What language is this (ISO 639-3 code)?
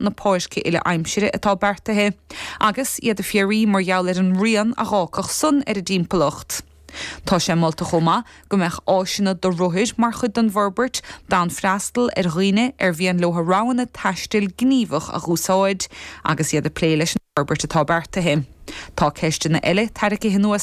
gle